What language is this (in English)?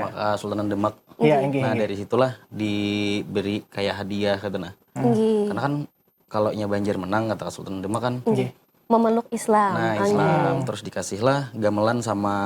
Banjar